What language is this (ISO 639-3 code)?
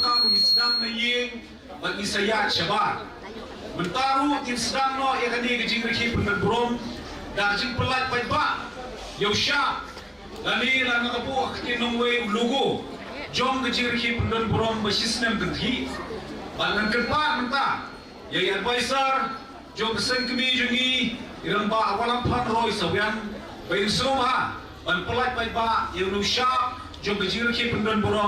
kha